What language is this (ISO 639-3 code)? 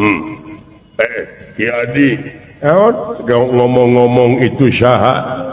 sun